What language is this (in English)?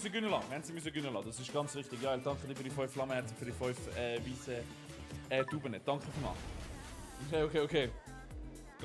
Swiss German